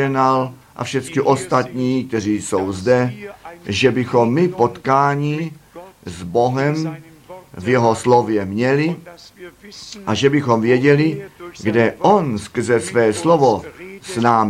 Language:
Czech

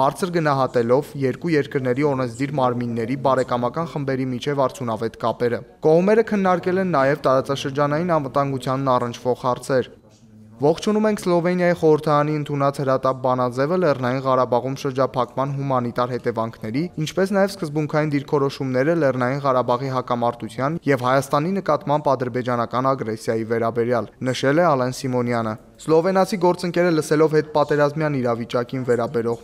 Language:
Armenian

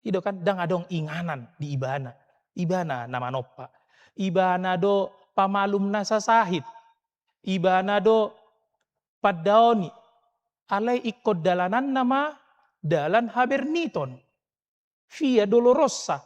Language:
Batak Toba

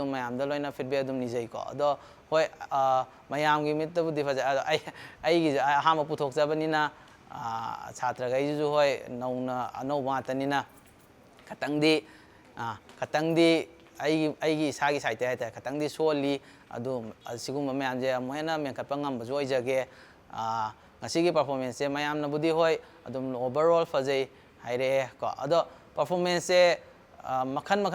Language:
Manipuri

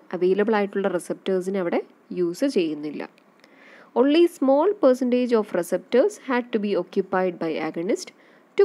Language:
Malayalam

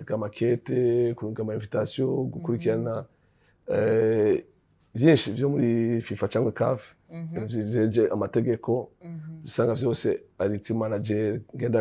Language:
Rundi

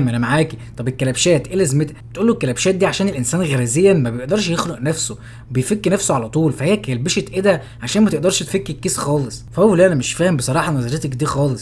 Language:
Egyptian Arabic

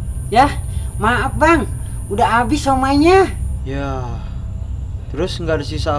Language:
Betawi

